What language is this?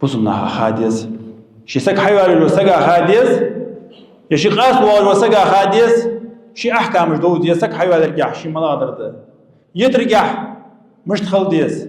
Ingush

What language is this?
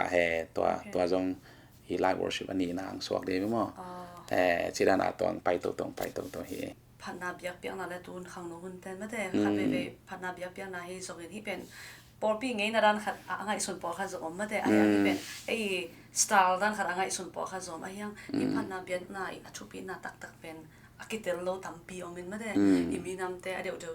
Tedim Chin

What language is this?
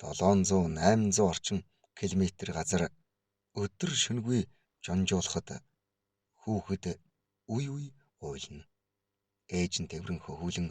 Mongolian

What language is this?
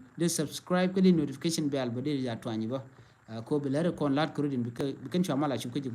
Nuer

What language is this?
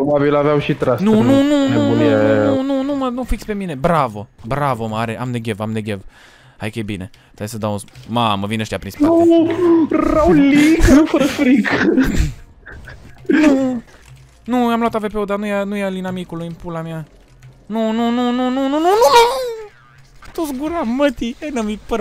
Romanian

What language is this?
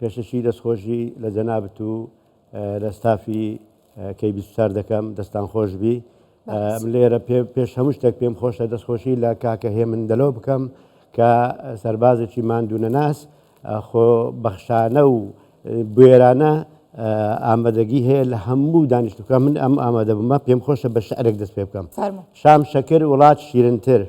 Central Kurdish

